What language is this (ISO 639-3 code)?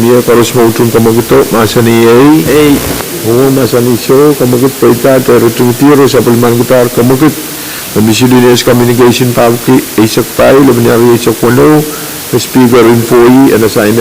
pon